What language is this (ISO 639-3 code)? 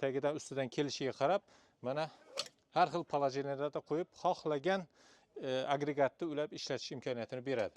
uzb